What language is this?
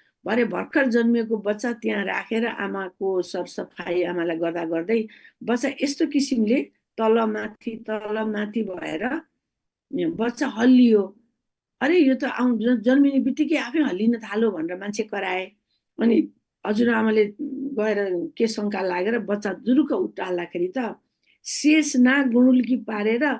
Nepali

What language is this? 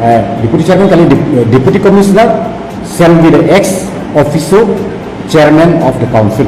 Karbi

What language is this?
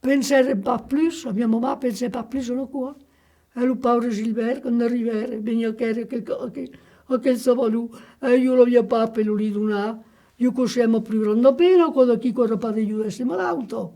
Occitan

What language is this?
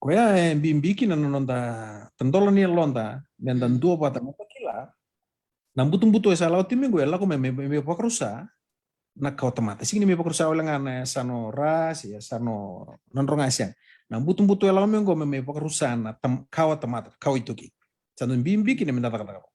Fijian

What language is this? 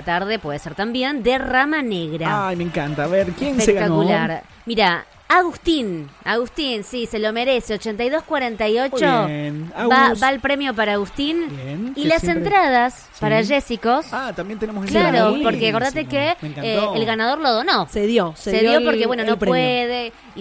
Spanish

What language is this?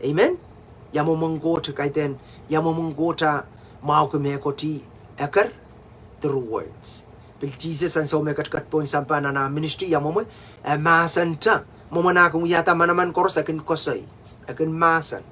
Pohnpeian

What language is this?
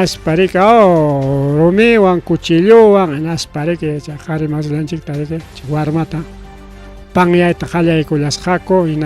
Ayacucho Quechua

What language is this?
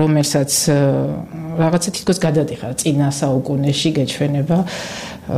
Georgian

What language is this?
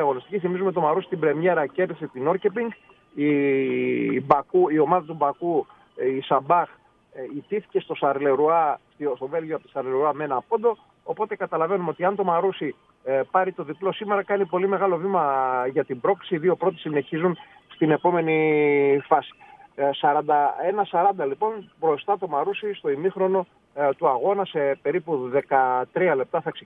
Greek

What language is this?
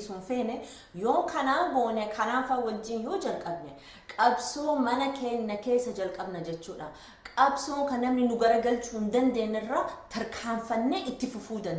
Oromo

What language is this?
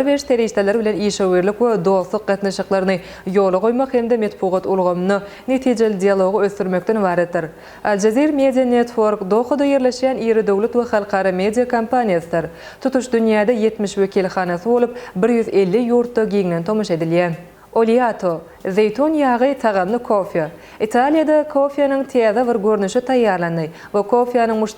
Turkmen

